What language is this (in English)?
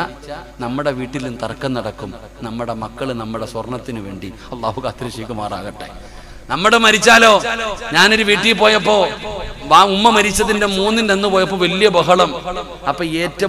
Malayalam